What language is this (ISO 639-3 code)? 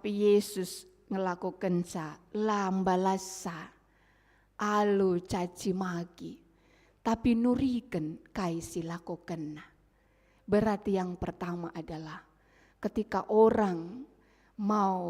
btx